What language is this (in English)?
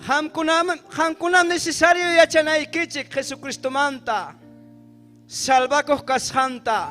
Ayacucho Quechua